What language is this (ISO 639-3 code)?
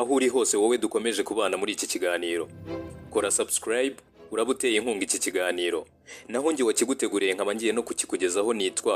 kin